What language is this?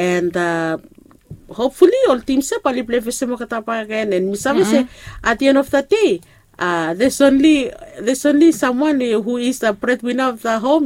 Bislama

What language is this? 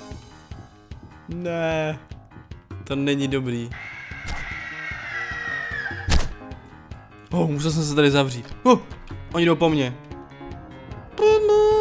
Czech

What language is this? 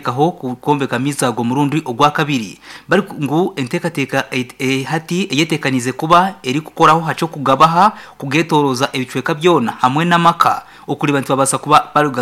Nyankole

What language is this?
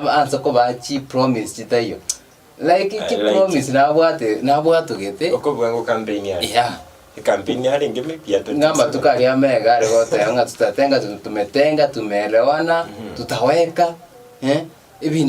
Gusii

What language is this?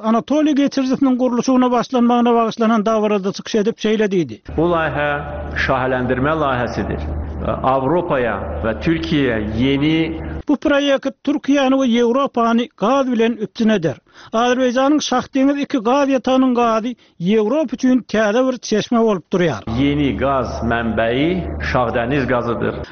Turkmen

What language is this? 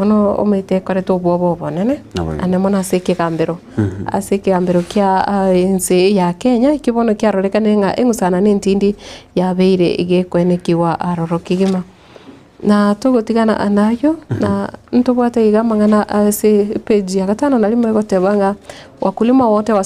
Gusii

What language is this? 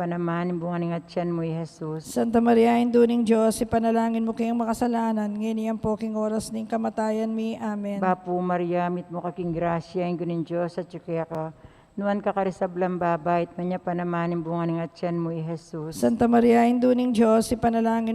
Pampanga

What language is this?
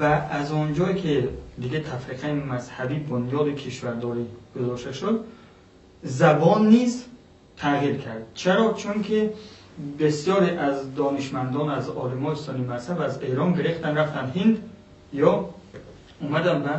Persian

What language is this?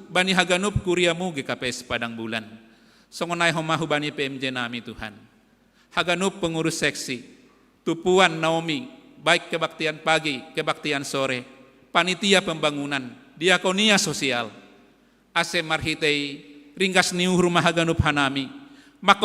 Batak Simalungun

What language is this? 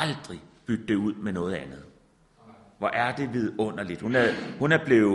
Danish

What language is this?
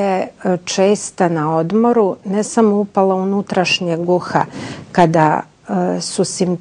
Serbian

